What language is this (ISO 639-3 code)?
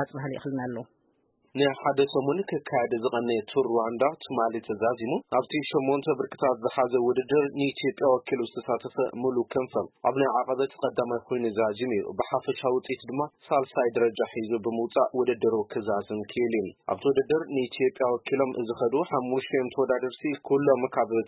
tir